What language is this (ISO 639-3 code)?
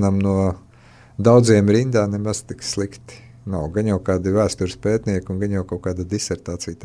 lav